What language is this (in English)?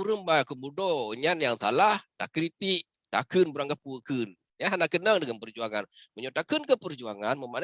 Achinese